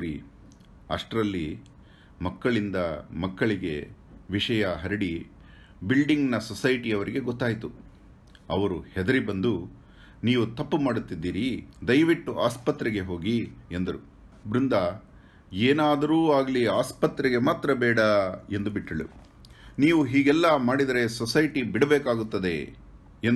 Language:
Kannada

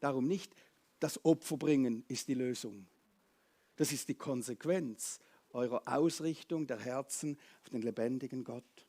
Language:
Swiss German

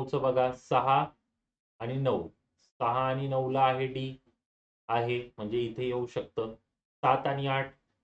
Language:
Marathi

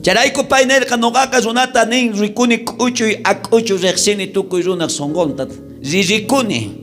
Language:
South Bolivian Quechua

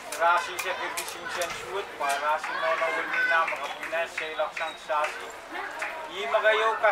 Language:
Pohnpeian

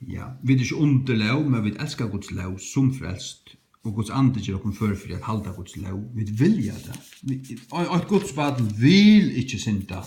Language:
Faroese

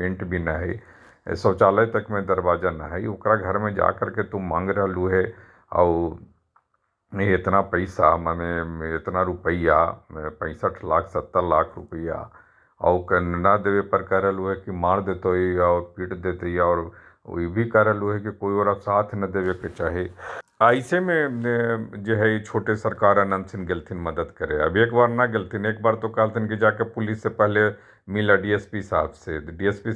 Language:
Magahi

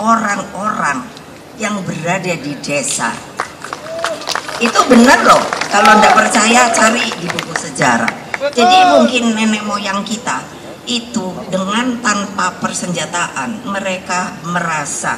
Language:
Indonesian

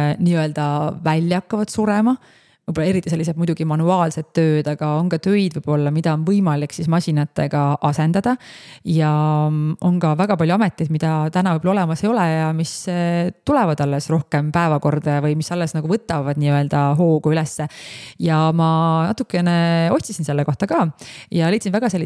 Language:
Estonian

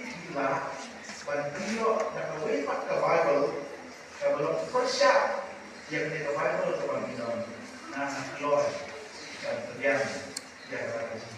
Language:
Khasi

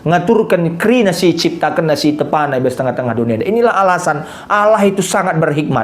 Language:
Batak Karo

